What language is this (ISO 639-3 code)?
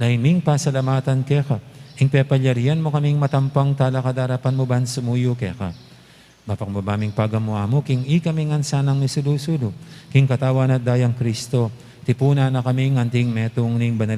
pam